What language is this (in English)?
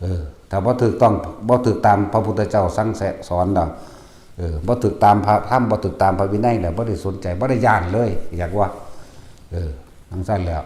Northeastern Thai